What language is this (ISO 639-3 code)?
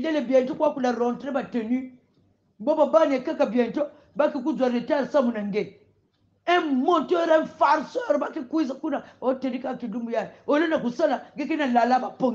kon